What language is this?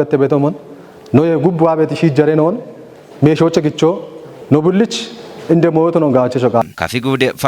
Kafa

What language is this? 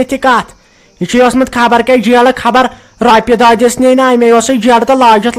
Kashmiri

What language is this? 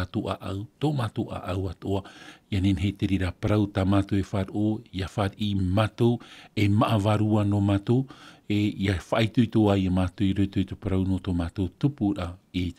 Tahitian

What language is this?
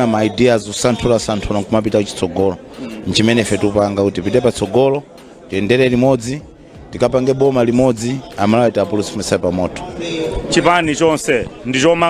Nyanja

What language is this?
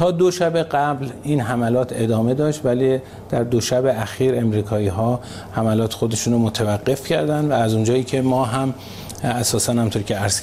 Persian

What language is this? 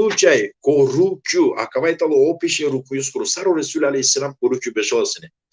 Balkan Romani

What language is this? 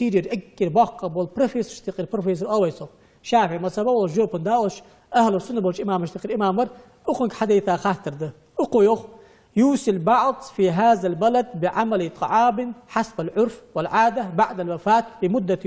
Ingush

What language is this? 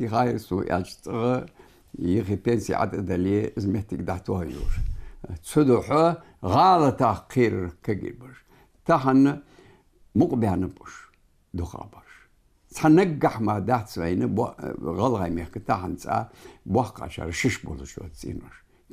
Ingush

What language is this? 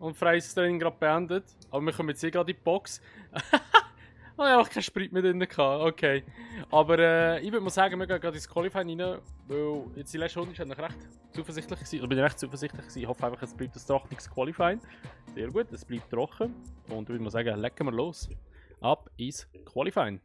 Swiss German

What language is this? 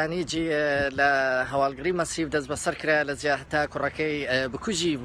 Central Kurdish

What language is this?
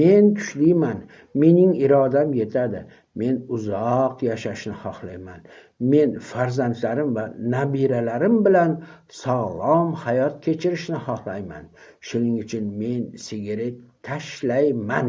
Uzbek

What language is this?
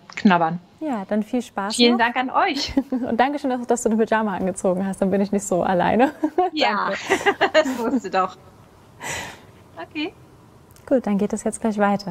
German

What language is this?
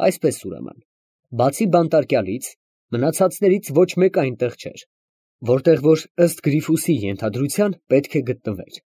Armenian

